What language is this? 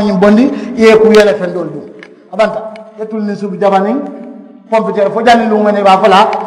Mandingo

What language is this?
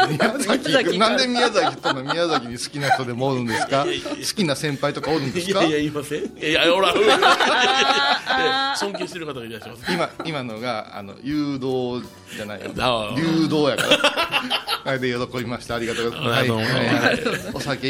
Japanese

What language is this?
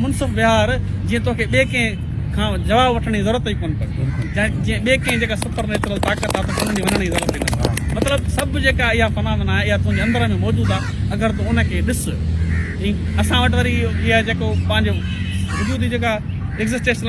Sindhi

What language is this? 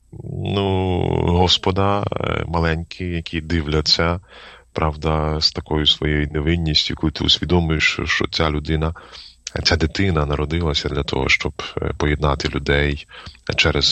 Ukrainian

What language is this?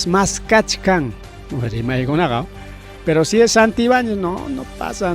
Ayacucho Quechua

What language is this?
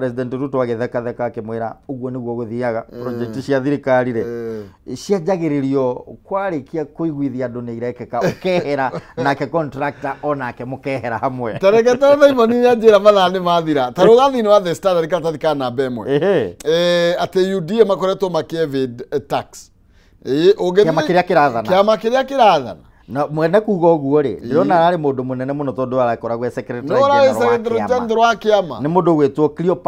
Kikuyu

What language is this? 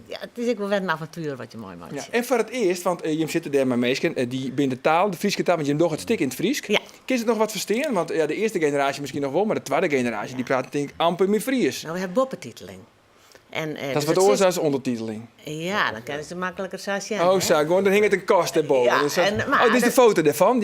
Western Frisian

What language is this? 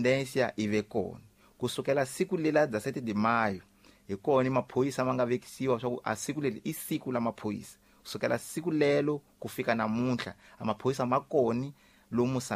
Tsonga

